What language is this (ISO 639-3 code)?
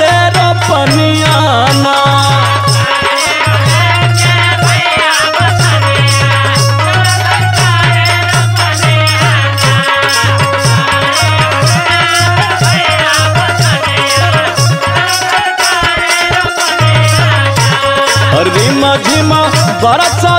bho